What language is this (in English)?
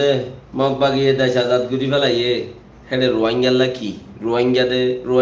Rohingya